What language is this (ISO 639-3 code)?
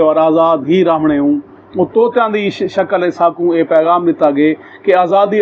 skr